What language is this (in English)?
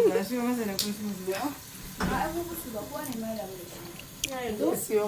Hausa